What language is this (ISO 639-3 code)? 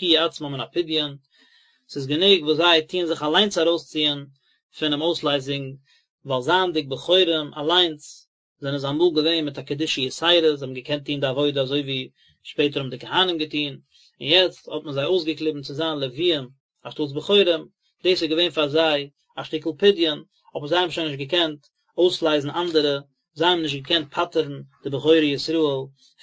yid